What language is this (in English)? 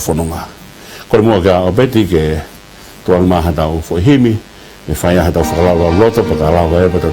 Tongan